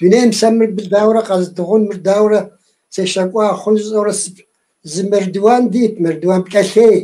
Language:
Kabardian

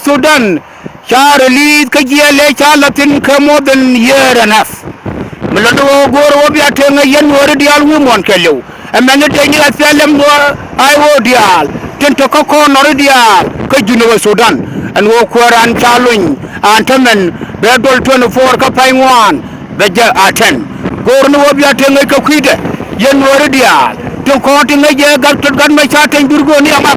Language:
Nuer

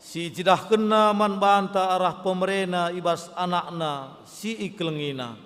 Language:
Batak Karo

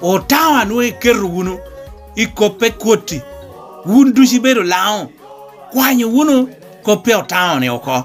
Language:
Lango (Uganda)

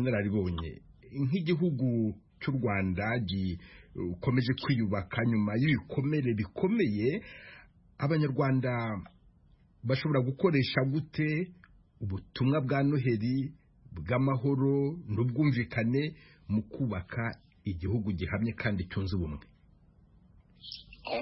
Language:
Kinyarwanda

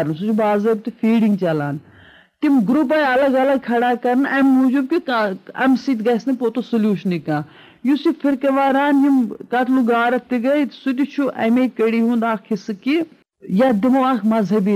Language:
Kashmiri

